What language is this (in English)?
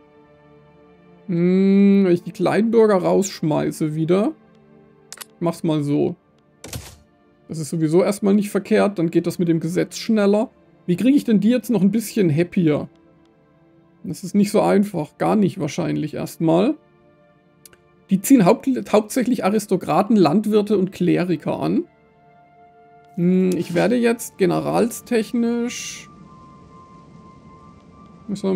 German